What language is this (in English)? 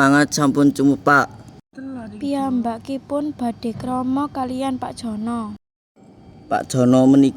Javanese